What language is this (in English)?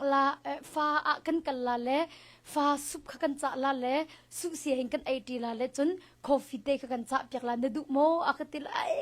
Hakha Chin